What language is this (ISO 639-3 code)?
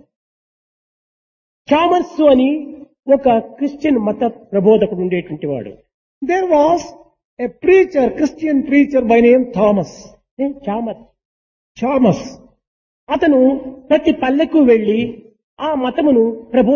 tel